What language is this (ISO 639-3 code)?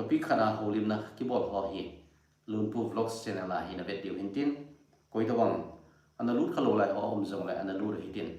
tcz